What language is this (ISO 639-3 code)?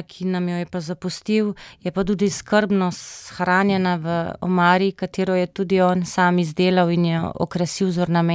slv